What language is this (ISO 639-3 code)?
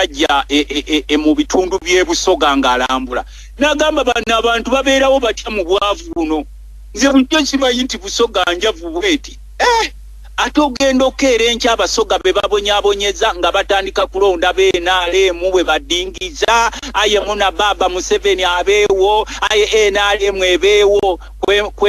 lug